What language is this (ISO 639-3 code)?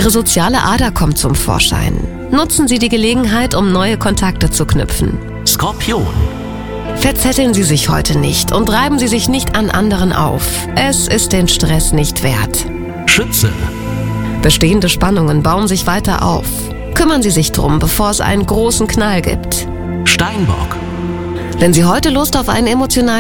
deu